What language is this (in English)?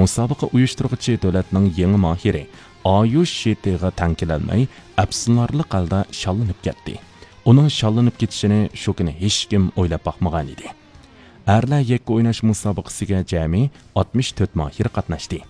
Uyghur